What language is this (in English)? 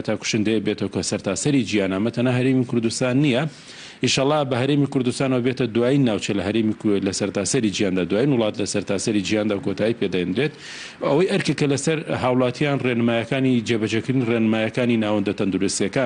Central Kurdish